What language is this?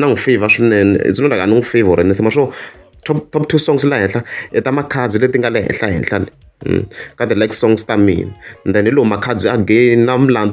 Tsonga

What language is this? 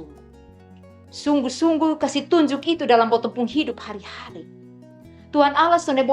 Kupang Malay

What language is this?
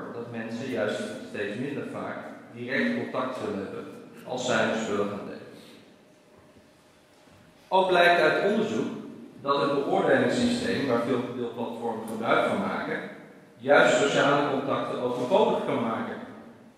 Dutch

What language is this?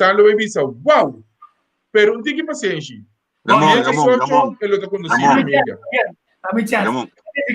Papiamento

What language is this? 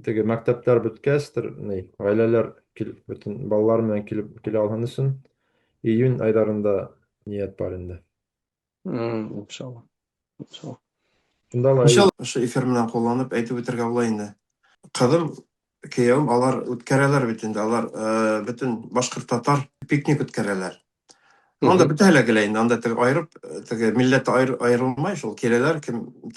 Bashkir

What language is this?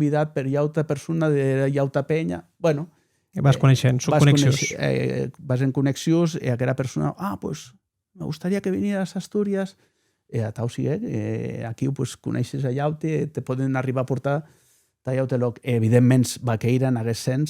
Occitan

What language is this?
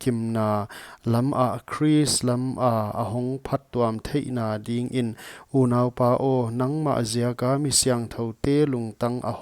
Paite Chin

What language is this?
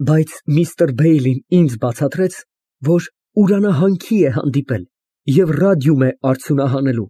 Armenian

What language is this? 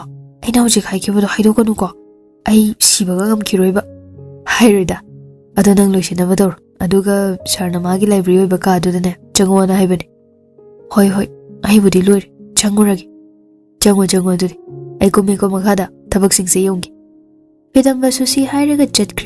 Manipuri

